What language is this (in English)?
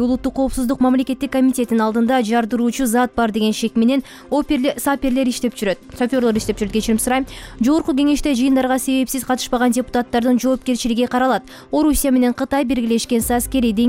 Kyrgyz